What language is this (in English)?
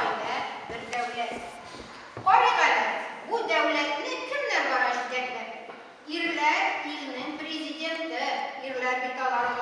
Tatar